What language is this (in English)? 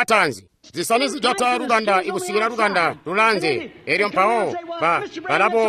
Tonga (Zambia)